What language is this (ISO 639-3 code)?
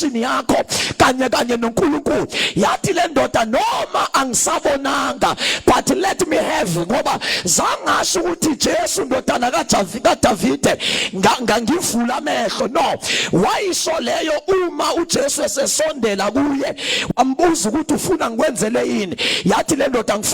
zul